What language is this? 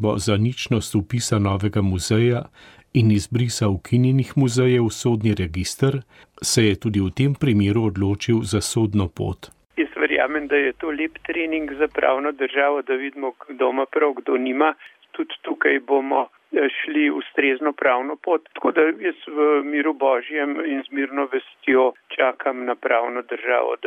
Slovenian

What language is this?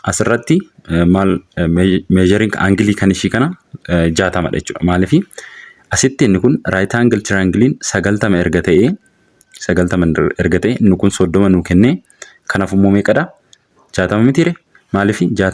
Oromo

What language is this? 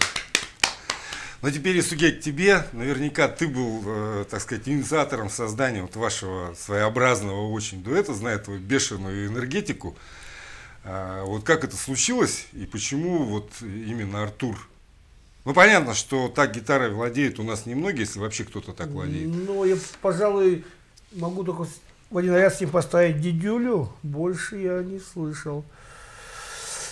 Russian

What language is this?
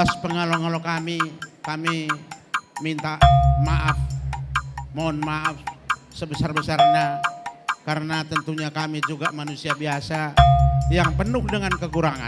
Batak Karo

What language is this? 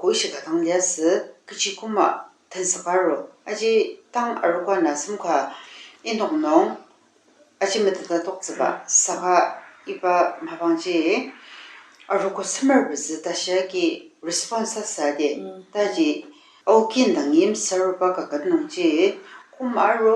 Ao Naga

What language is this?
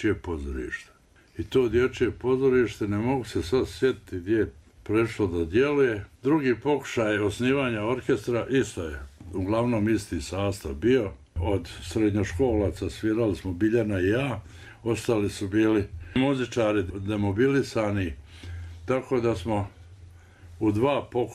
Bosnian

